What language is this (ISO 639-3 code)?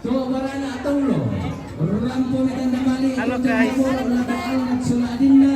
sda